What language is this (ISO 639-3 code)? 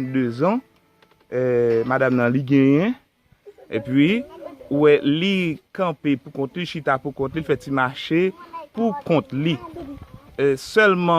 hat